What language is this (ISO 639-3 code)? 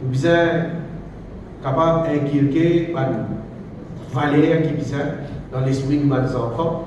mfe